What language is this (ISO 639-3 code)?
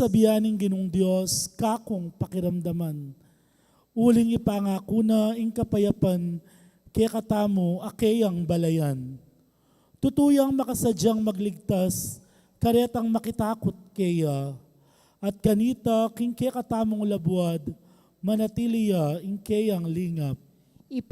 pam